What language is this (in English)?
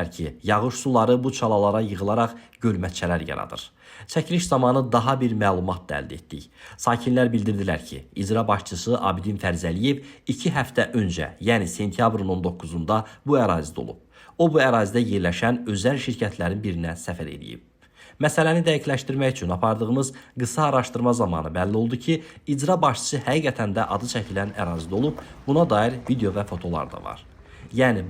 Azerbaijani